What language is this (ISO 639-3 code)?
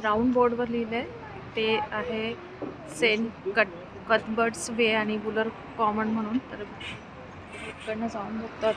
mar